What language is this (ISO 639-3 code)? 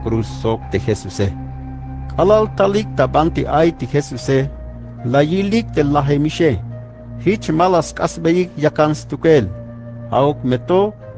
tzh